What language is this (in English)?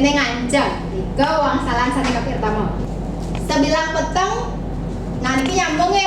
Balinese